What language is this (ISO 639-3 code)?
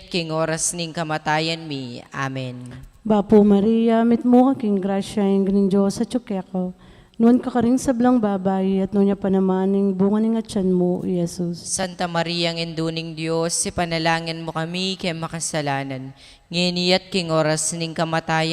pam